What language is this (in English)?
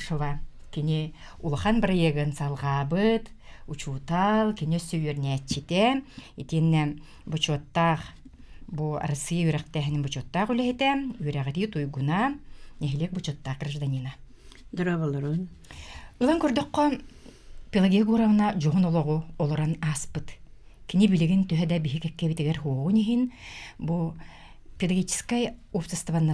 Yakut